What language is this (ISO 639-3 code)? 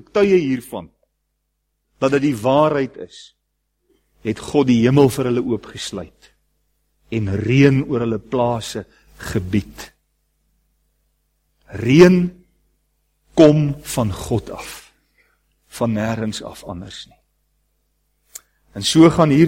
afr